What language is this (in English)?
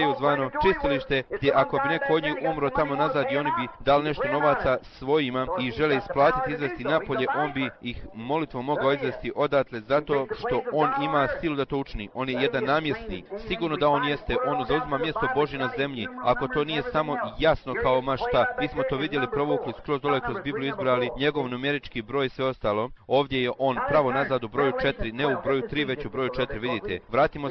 Bosnian